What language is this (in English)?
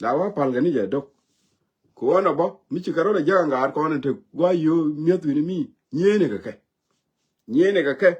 Nuer